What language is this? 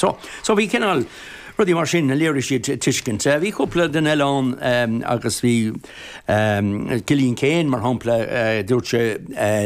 Irish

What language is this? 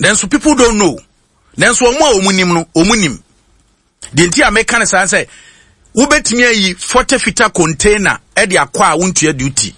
Akan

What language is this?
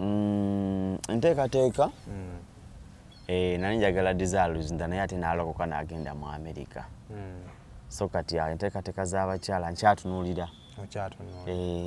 Ganda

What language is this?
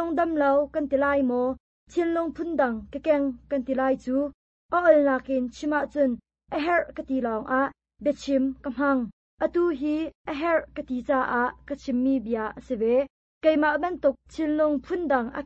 Hakha Chin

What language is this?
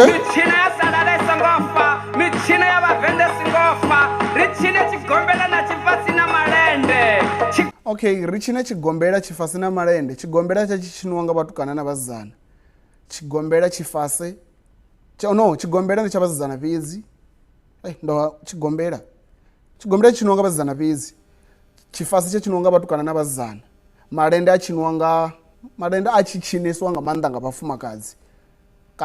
Venda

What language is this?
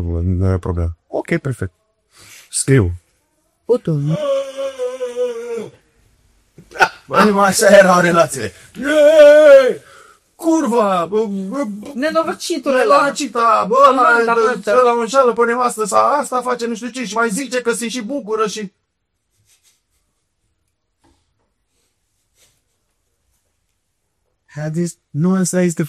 Romanian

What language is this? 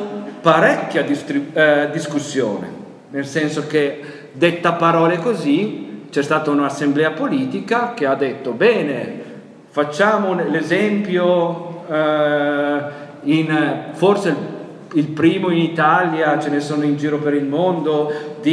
Italian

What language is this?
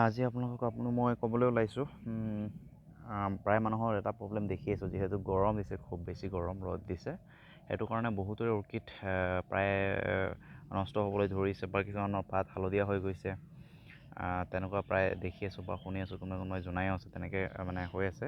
Assamese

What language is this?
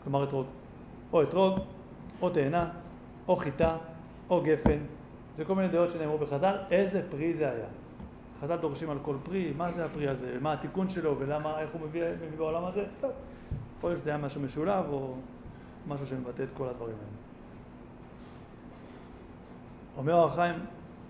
Hebrew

